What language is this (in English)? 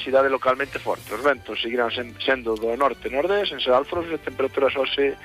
Galician